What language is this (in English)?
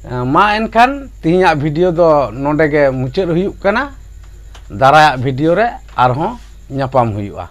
Santali